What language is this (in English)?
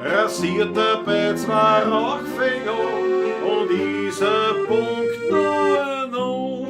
Bavarian